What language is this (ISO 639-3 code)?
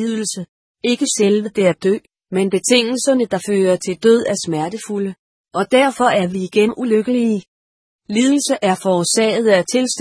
dan